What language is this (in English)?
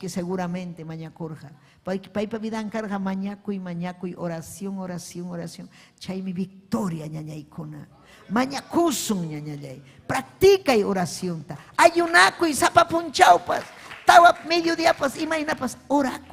Ayacucho Quechua